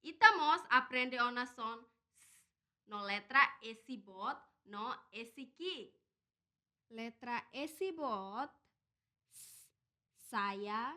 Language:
Tetum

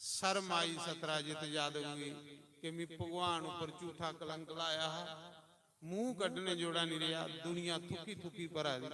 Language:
Dogri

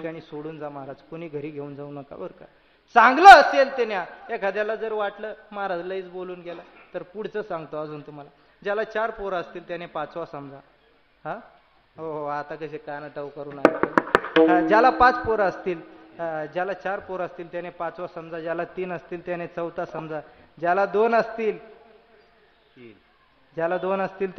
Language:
Marathi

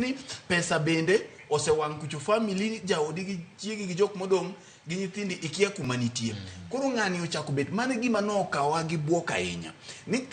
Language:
Luo (Kenya and Tanzania)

